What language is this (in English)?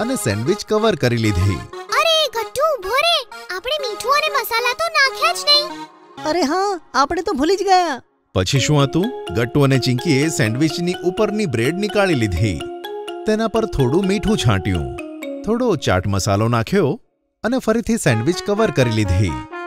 Gujarati